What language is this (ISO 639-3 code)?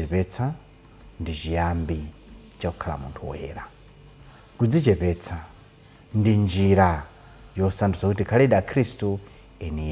nya